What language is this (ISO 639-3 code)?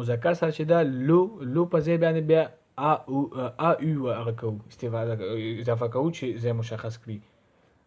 pus